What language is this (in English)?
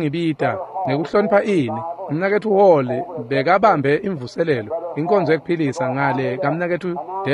Swati